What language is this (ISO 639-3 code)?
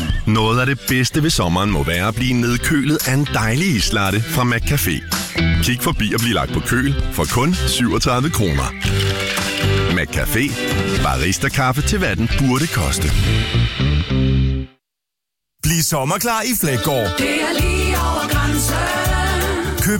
dan